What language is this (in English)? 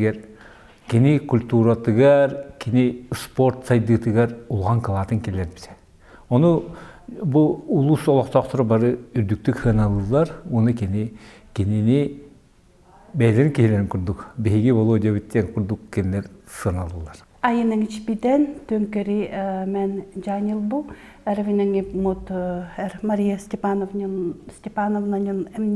Yakut